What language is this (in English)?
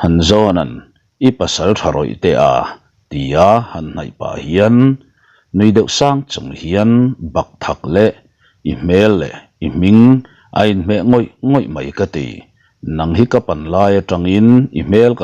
Mizo